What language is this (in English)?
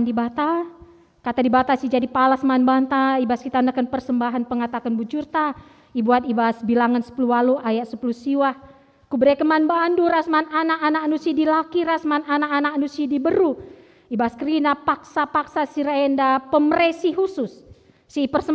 Batak Karo